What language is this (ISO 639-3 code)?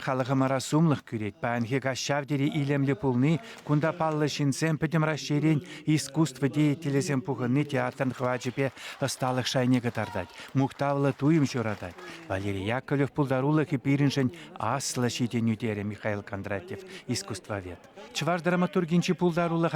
chv